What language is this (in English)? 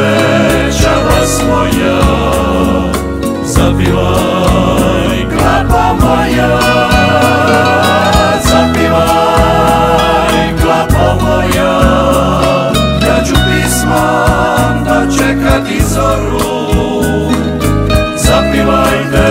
Croatian